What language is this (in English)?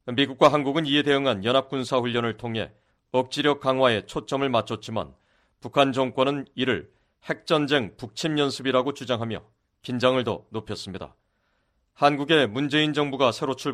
Korean